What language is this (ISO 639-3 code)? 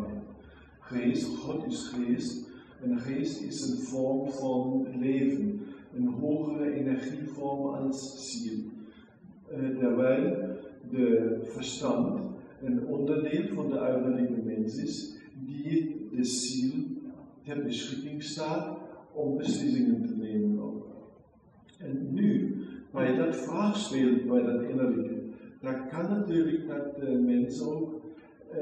nld